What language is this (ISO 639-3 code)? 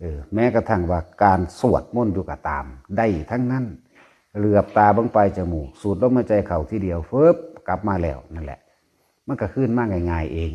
tts